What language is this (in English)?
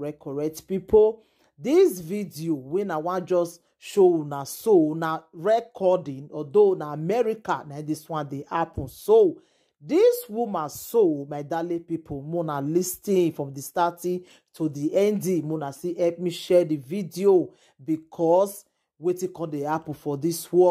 Nigerian Pidgin